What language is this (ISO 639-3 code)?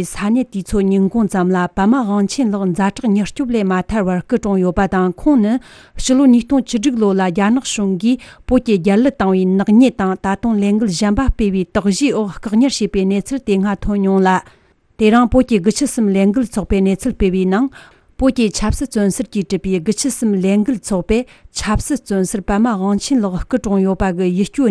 bod